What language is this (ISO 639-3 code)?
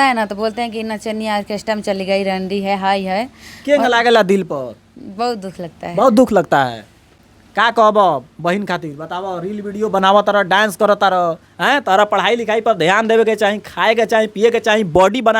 bho